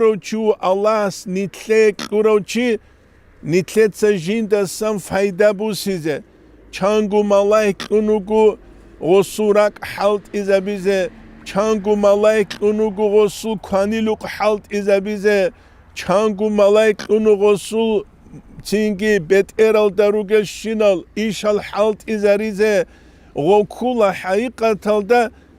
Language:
Avaric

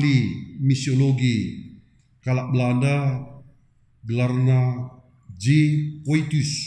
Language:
Batak Karo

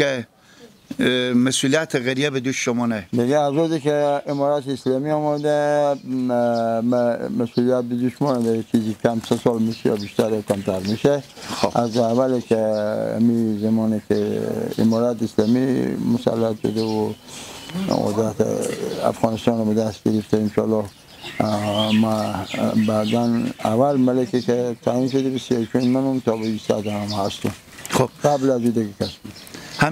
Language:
Persian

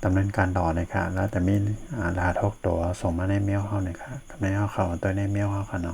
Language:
Shan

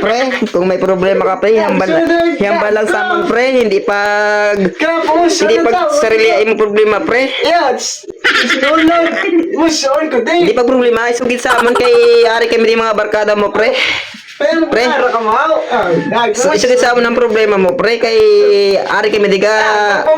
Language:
Hiligaynon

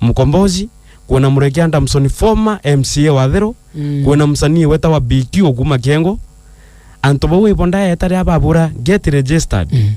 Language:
Meru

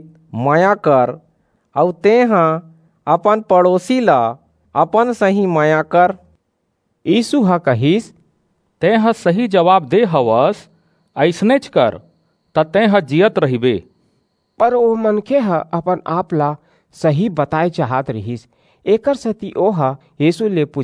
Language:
Chhattisgarhi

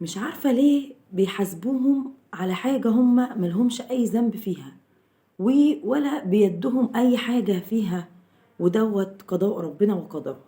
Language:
Egyptian Arabic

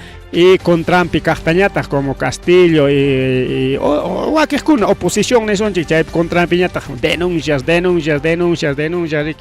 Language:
Ayacucho Quechua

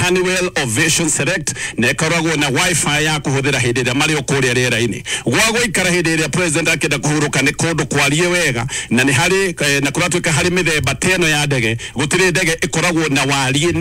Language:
Kikuyu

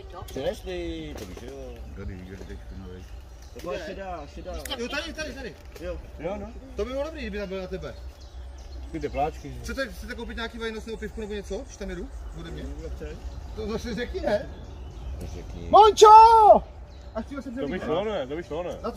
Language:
Czech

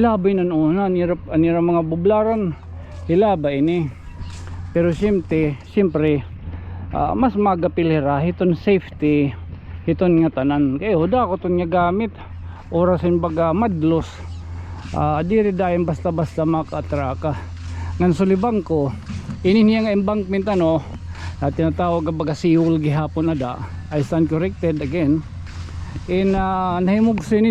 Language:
Waray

